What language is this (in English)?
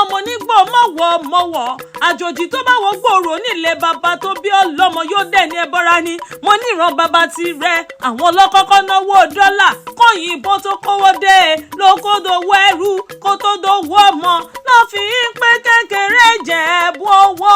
Yoruba